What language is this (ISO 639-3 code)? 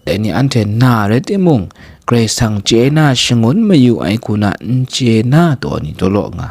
kac